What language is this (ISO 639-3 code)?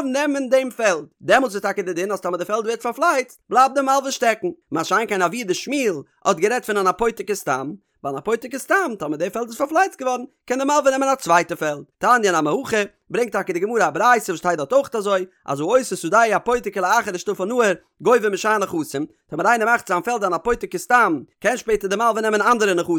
yid